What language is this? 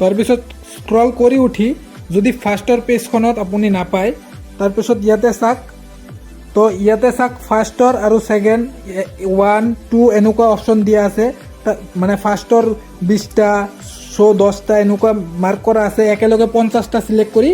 Assamese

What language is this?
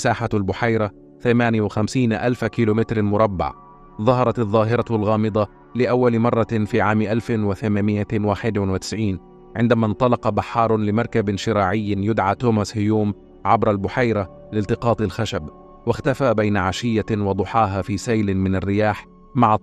Arabic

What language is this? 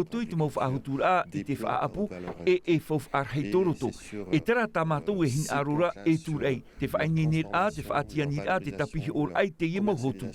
Tahitian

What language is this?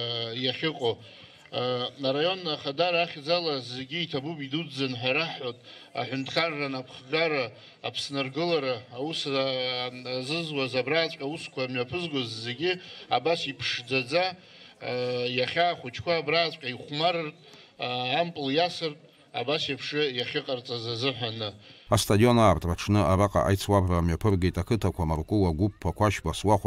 Abkhazian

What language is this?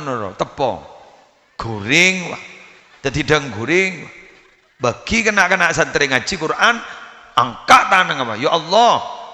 Madurese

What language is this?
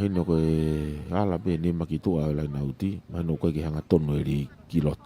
Tongan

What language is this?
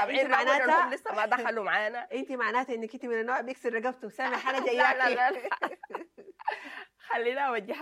Sudanese Arabic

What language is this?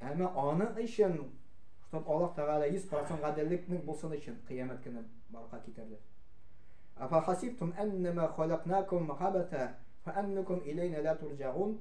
Tatar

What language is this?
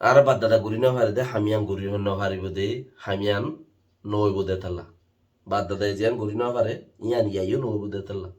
Rohingya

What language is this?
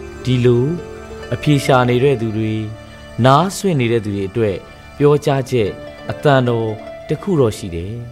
Burmese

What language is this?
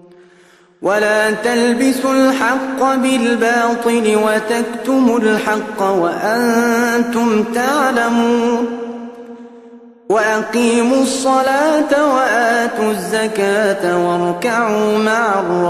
Arabic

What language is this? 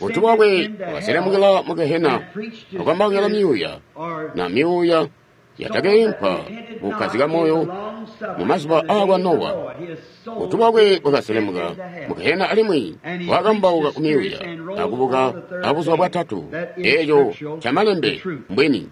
Tonga (Zambia)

